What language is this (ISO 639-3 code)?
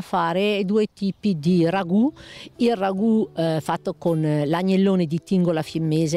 ita